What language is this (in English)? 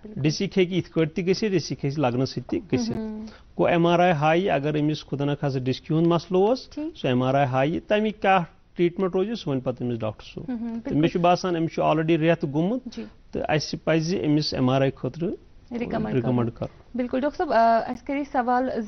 Kashmiri